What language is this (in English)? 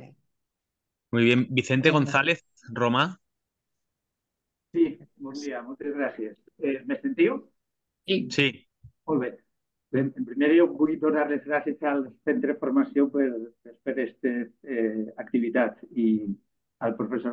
Catalan